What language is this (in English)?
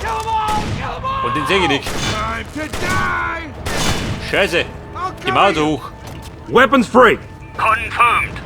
Bavarian